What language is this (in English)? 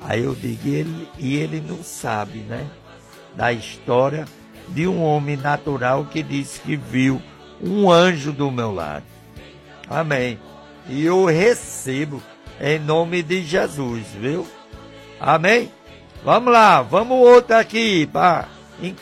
Portuguese